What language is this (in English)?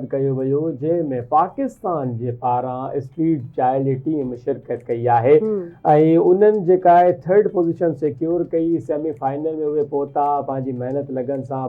Sindhi